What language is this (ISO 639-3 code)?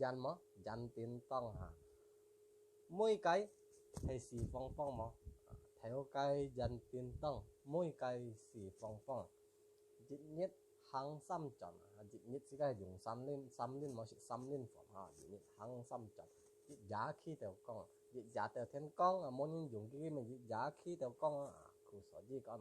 hak